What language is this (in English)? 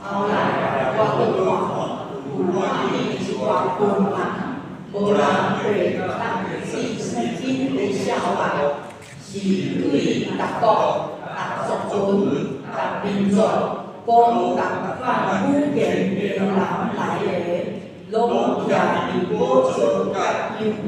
Min Nan Chinese